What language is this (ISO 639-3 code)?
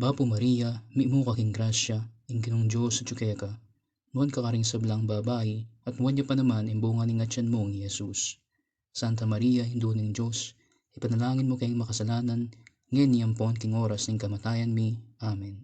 pam